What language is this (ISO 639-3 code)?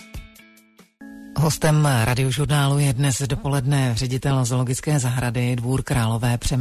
ces